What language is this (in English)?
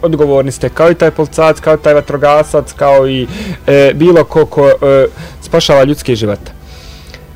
Bosnian